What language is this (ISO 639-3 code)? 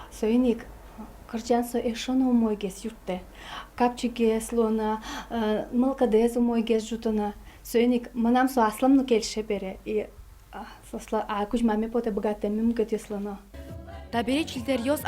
udm